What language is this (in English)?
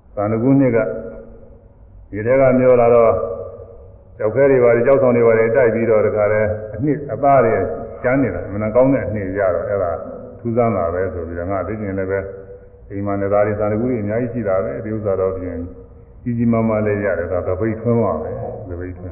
Burmese